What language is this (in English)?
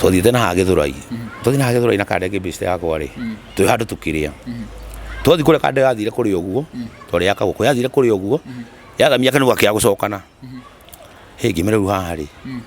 Kikuyu